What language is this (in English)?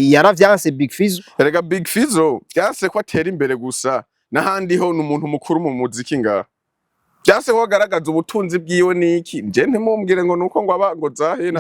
Rundi